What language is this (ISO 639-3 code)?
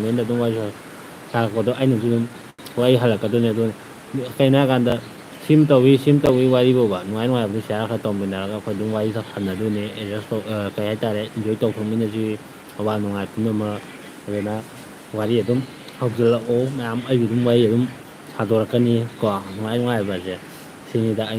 mni